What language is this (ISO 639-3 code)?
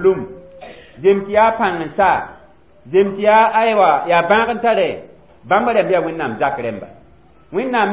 mos